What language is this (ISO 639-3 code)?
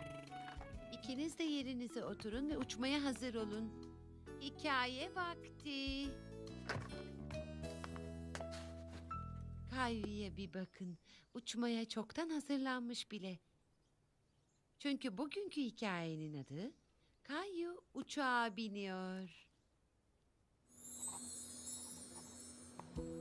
tur